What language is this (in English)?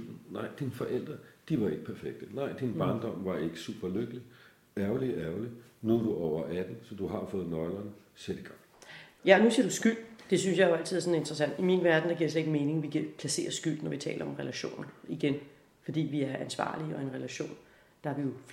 Danish